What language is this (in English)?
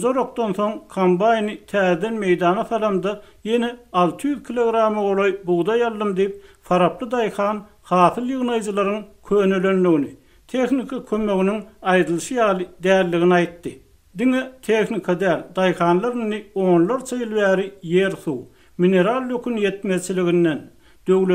Turkmen